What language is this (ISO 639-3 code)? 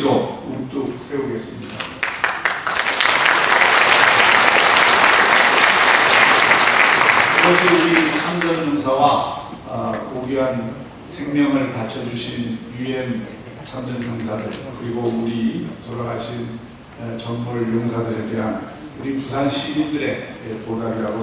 kor